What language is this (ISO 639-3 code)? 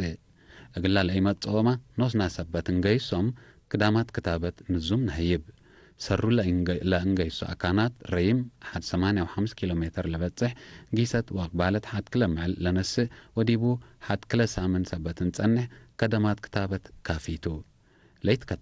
tig